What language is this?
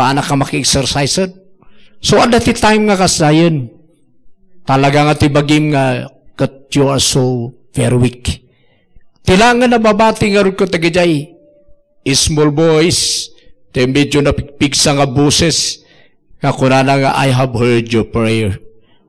Iloko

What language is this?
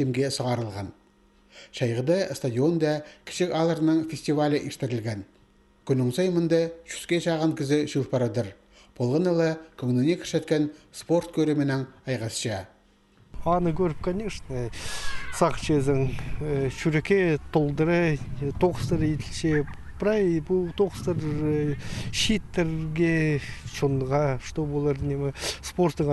Khakas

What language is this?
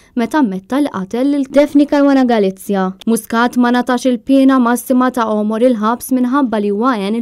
Maltese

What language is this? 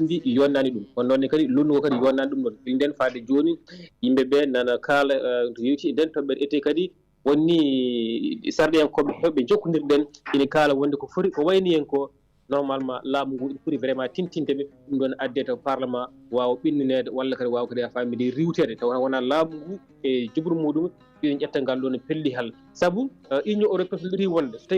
Fula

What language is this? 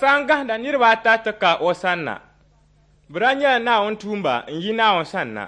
Dagbani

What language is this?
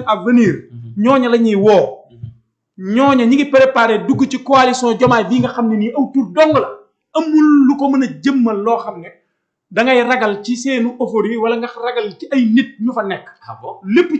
Wolof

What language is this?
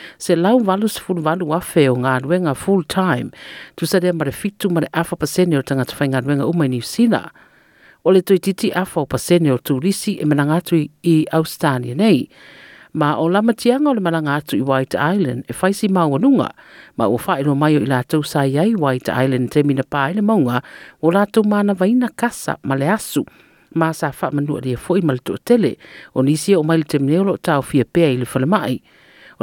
Samoan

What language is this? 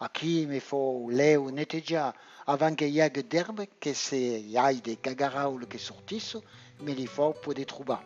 Occitan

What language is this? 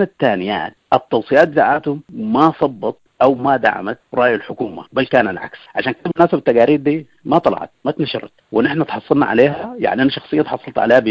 Sudanese Arabic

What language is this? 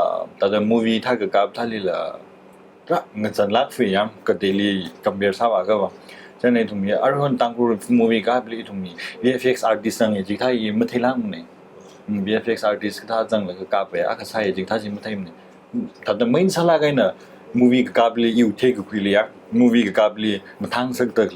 Tangkhul Naga (India)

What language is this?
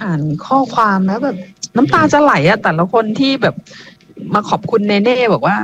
Thai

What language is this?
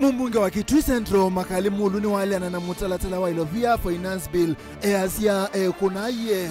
Kamba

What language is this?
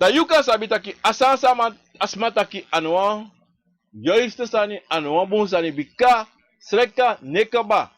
Sranan Tongo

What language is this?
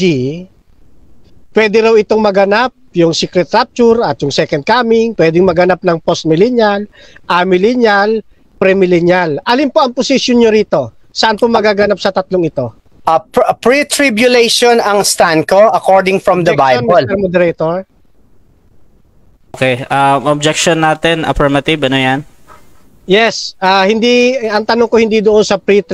Filipino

